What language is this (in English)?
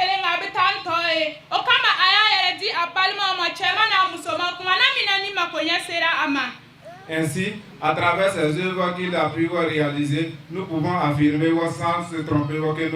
Bambara